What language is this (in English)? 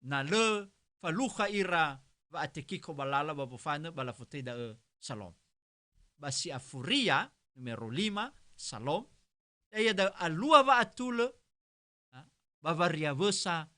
Nias